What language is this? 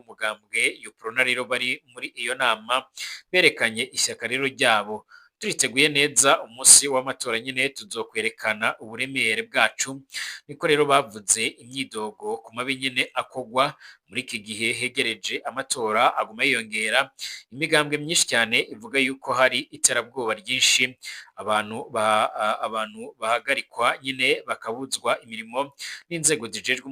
Rundi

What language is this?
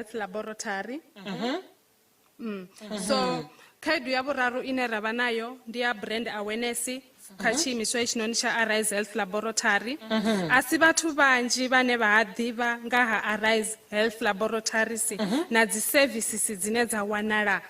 Venda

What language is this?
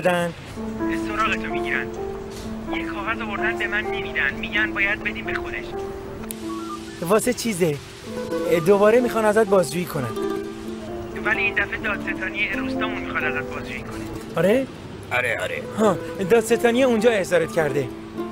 Persian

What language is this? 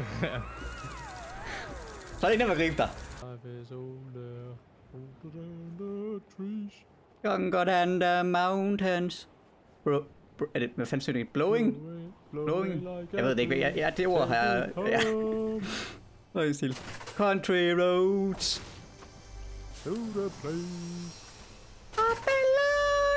Danish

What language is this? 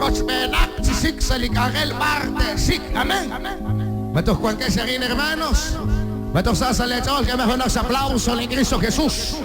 Kekchí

